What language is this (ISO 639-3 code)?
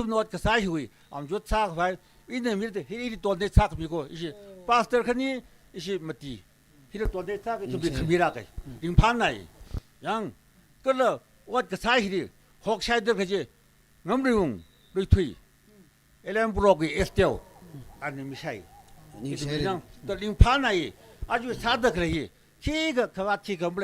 nmf